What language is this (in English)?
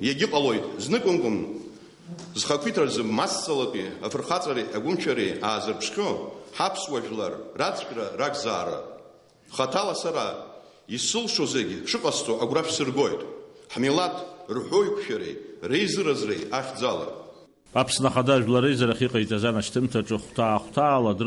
Abkhazian